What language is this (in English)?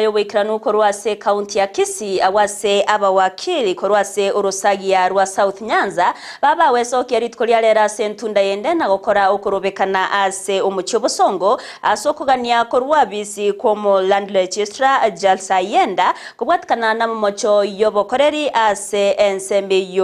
Gusii